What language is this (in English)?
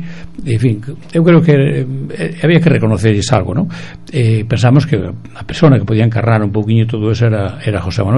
Galician